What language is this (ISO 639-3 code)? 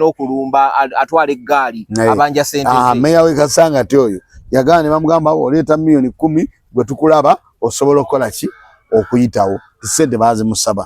lug